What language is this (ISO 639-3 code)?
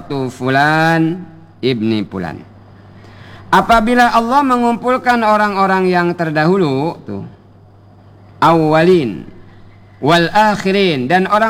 ind